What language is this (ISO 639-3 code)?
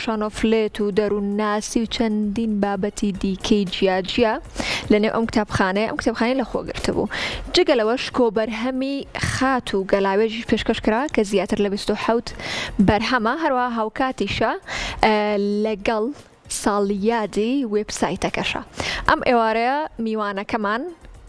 ckb